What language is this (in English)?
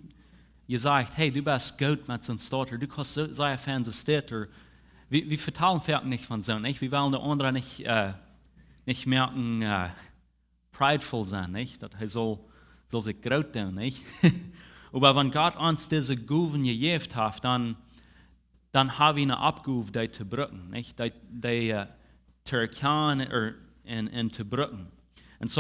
Plautdietsch